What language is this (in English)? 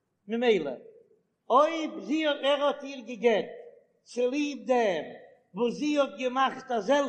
Yiddish